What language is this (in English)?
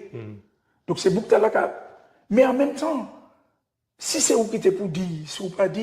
Guadeloupean Creole French